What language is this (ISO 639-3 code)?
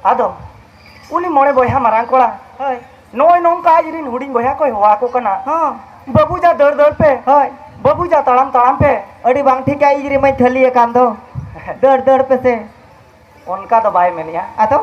sat